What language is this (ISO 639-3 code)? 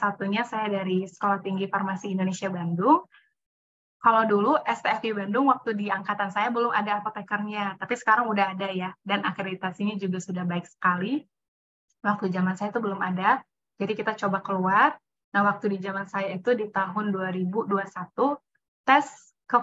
ind